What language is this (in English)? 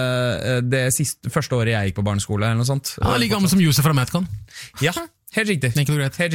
Norwegian